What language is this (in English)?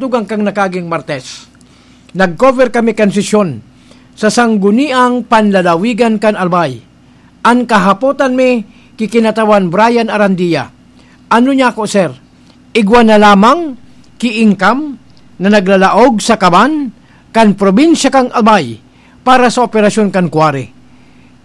Bikol